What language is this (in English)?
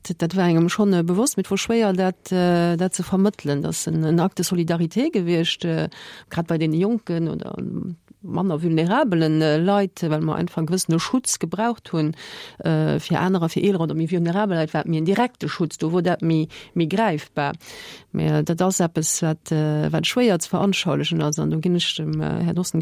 Luxembourgish